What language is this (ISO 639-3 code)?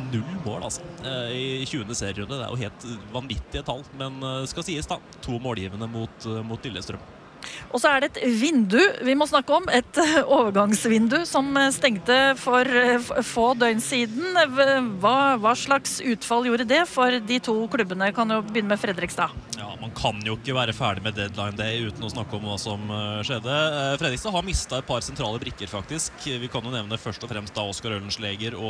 nor